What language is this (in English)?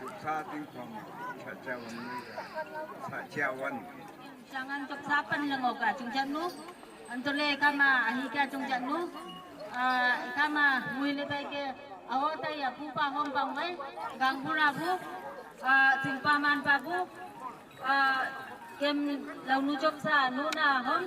Wancho Naga